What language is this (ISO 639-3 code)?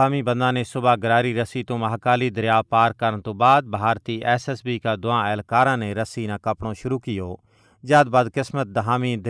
gju